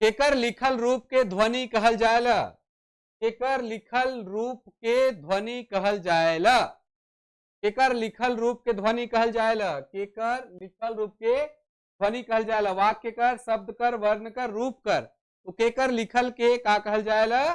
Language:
Sadri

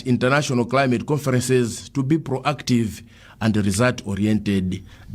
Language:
English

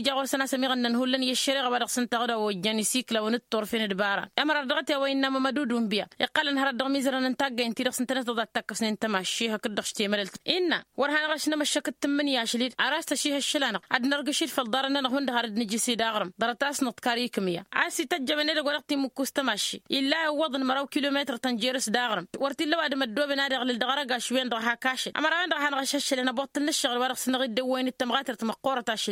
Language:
Tamasheq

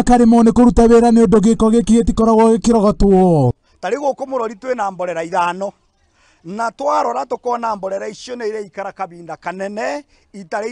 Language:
Kikuyu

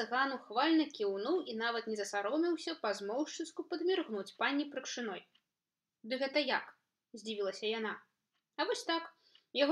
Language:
Belarusian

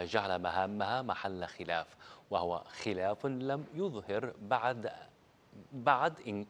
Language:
Arabic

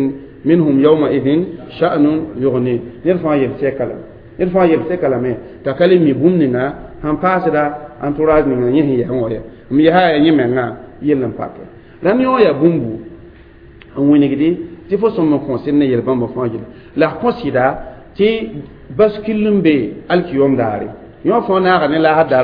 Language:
Mossi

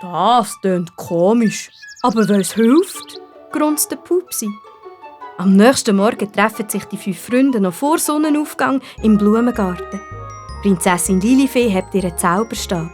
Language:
Swiss German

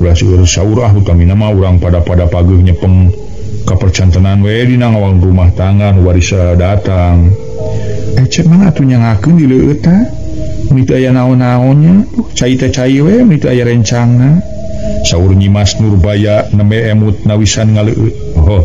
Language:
Sundanese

